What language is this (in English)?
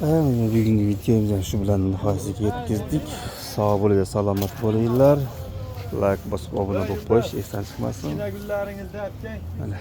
Uzbek